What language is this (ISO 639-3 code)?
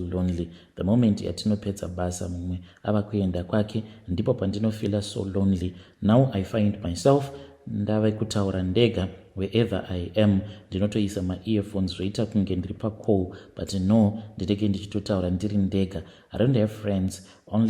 sna